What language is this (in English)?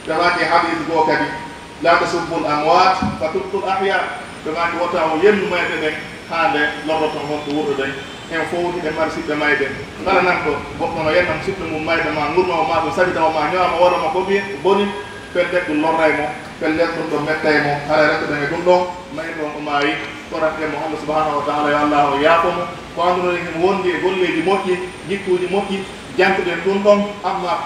Pular